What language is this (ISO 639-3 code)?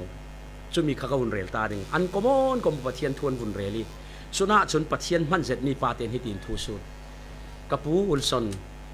cfm